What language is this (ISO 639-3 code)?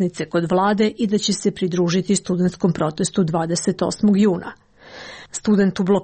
srp